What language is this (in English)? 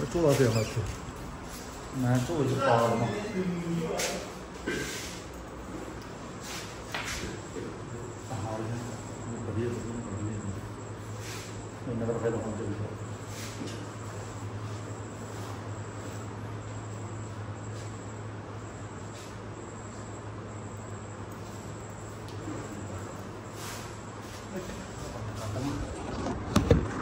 Punjabi